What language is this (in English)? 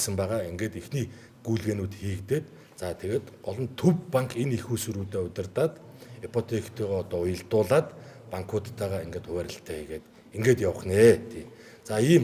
Mongolian